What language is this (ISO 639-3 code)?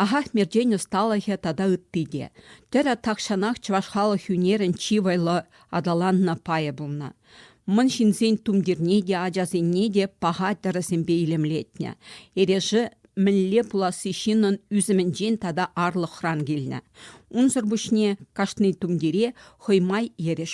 chv